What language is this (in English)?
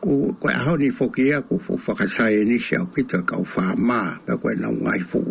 Tongan